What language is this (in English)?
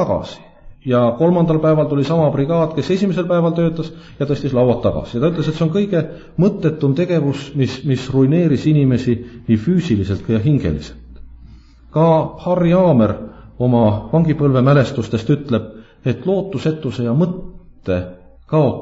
Estonian